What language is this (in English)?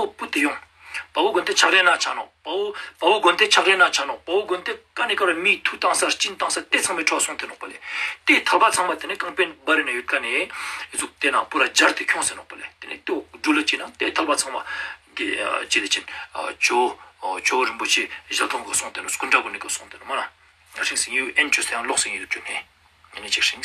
Ladakhi